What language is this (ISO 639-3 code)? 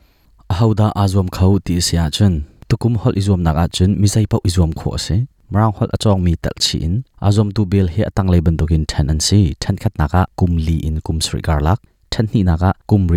cnh